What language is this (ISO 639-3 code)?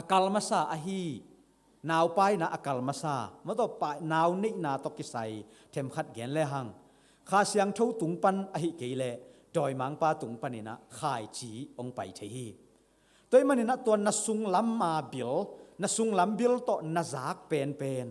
ctd